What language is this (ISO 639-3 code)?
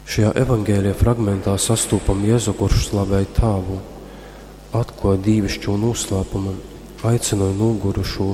ltg